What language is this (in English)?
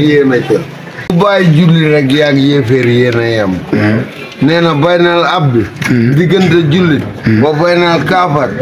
Wolof